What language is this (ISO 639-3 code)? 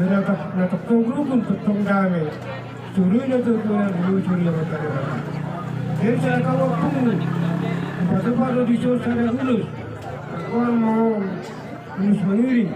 bbc